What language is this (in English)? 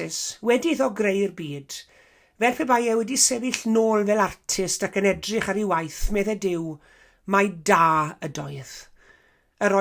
Welsh